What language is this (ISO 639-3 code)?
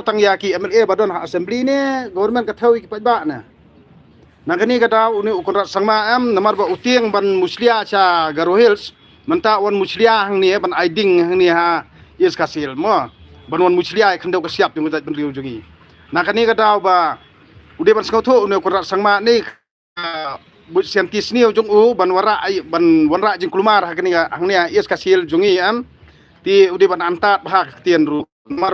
kha